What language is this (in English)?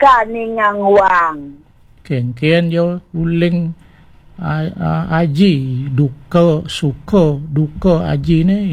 Balinese